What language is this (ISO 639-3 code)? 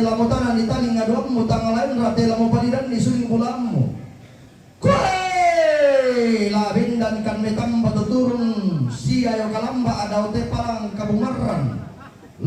sda